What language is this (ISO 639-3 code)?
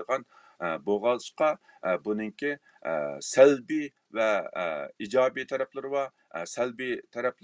uig